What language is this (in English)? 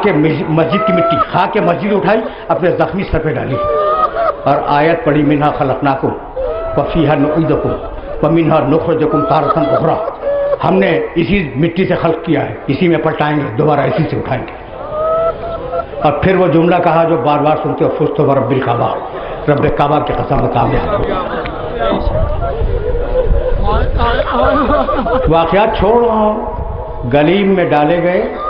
Urdu